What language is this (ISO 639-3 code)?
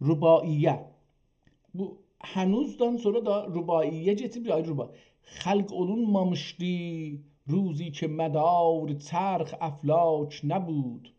azb